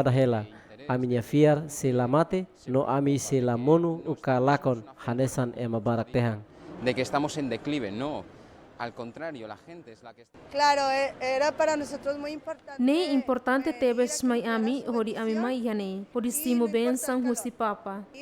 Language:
Tetum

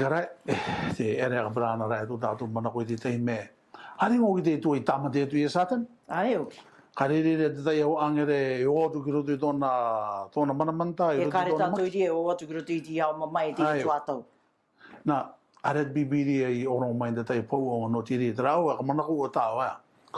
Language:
Rarotongan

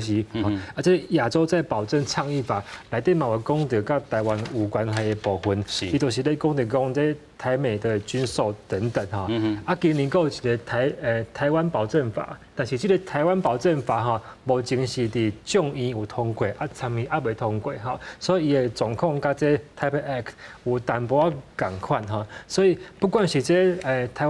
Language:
Min Nan Chinese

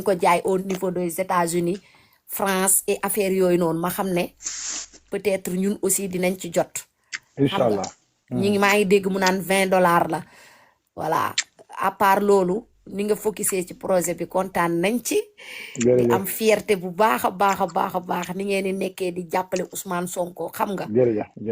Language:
Wolof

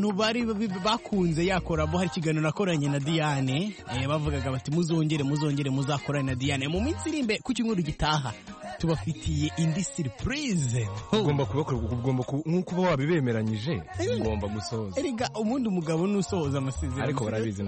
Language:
Kinyarwanda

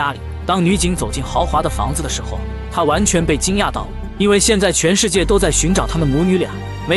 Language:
Chinese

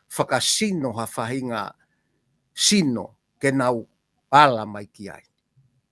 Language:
Tongan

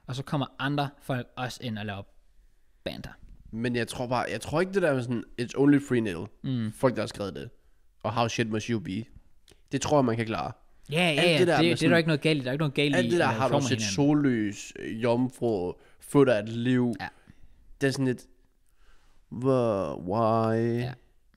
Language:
Danish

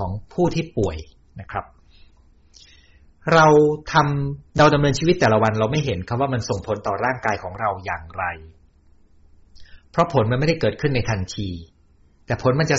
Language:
Thai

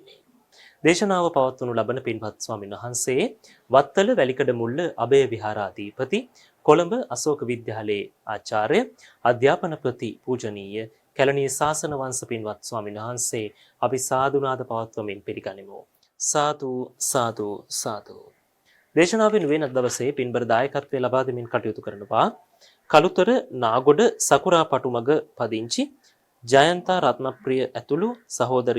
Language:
Sinhala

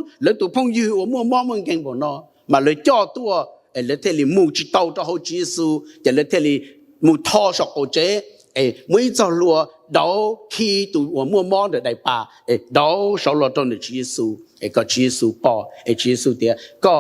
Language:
Hmong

